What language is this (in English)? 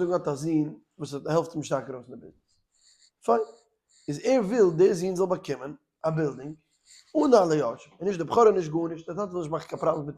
Yiddish